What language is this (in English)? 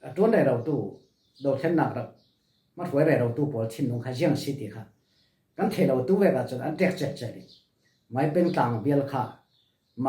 Falam Chin